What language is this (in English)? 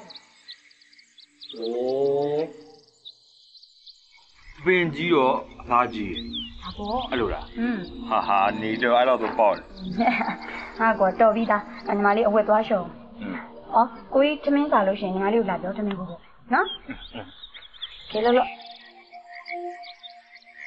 Burmese